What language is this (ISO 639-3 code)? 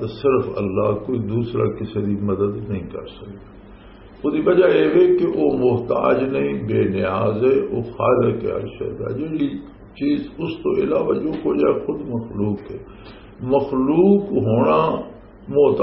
lah